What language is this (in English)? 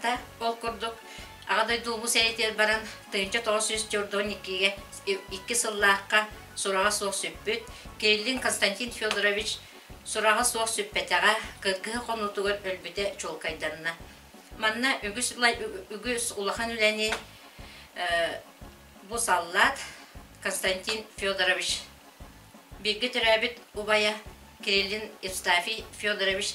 Yakut